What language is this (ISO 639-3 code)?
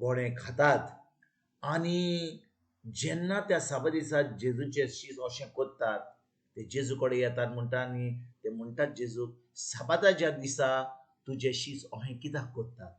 kok